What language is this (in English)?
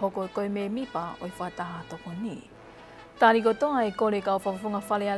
Tongan